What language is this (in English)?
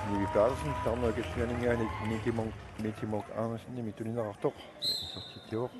Kalaallisut